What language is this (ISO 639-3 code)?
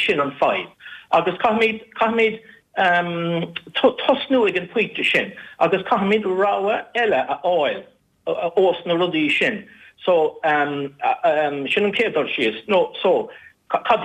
gle